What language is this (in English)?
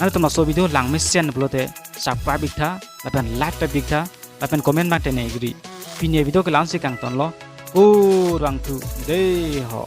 Karbi